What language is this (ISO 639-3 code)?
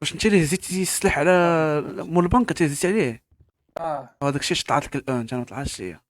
ary